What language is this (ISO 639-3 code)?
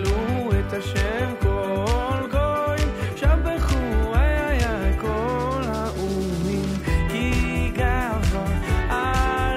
heb